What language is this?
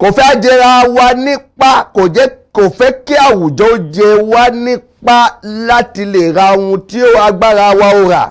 Yoruba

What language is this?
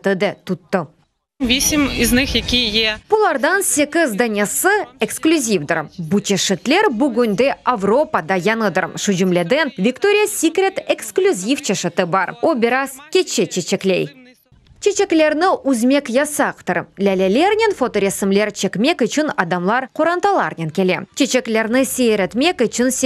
Crimean Tatar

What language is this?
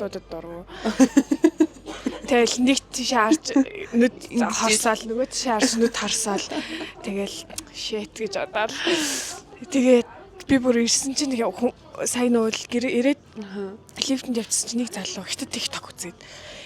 Mongolian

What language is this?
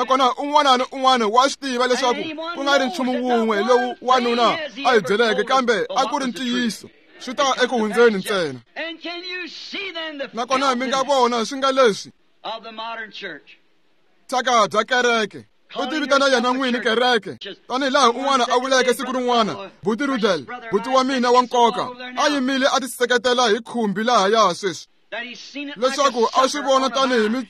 Tsonga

